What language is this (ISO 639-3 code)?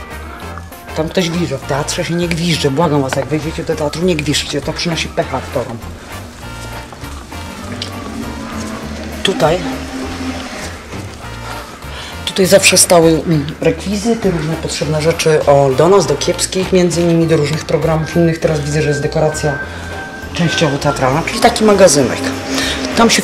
pol